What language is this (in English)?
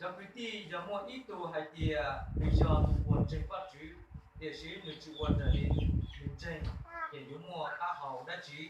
Hmong